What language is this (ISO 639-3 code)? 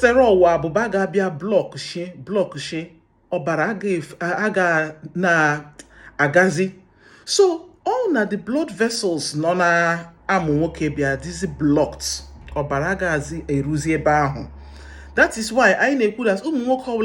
ibo